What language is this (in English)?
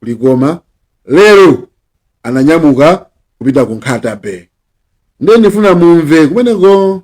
Nyanja